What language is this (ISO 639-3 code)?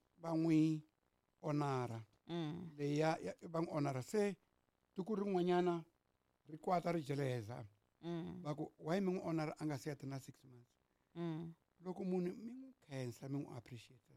tso